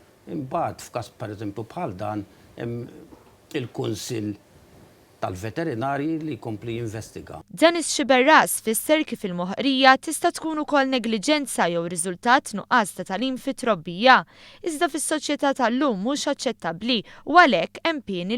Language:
Maltese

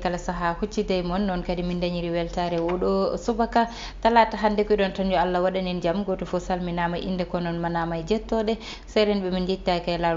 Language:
Fula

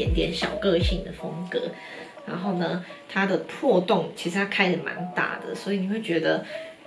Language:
Chinese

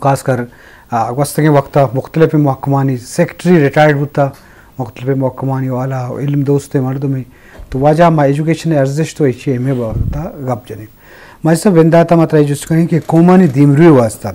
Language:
Eastern Balochi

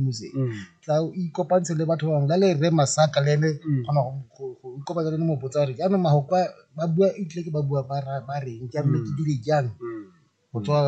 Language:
Tswana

